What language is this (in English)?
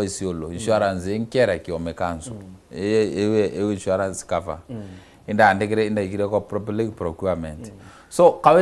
Meru